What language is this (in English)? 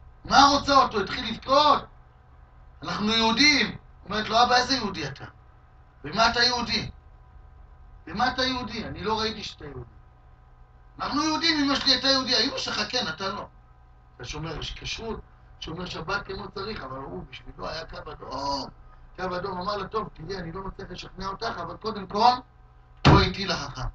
Hebrew